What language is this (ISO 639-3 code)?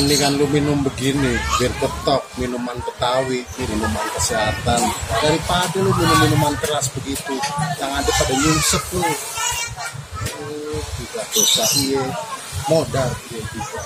bew